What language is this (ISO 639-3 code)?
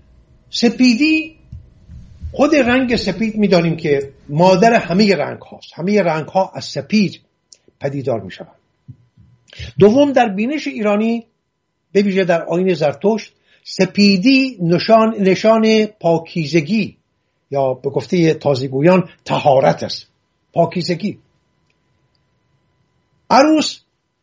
fas